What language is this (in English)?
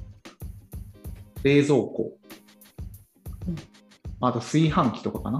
Japanese